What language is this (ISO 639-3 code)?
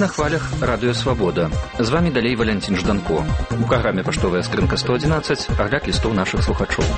bel